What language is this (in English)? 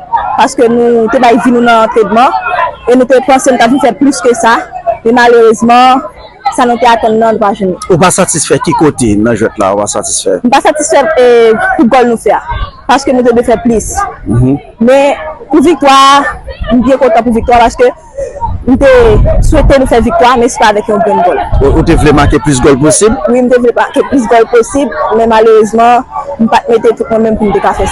Haitian Creole